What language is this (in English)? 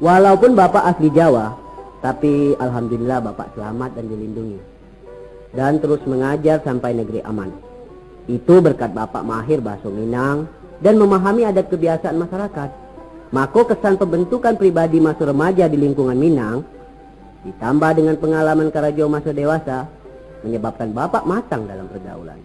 Minangkabau